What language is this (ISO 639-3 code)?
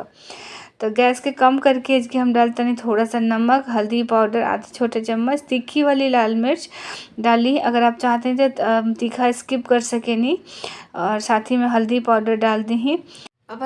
bho